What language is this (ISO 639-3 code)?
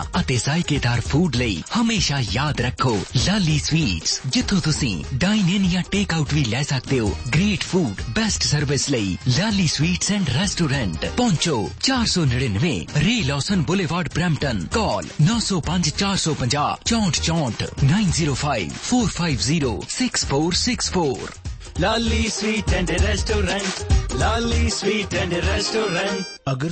pan